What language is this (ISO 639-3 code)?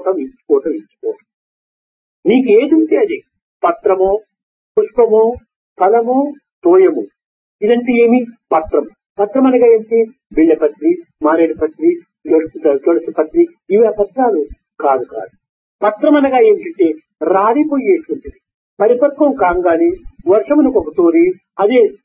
tel